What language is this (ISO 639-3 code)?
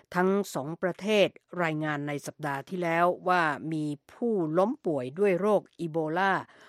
tha